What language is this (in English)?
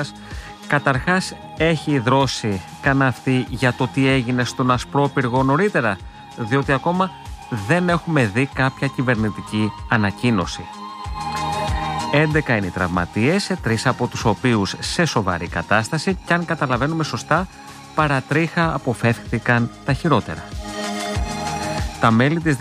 Greek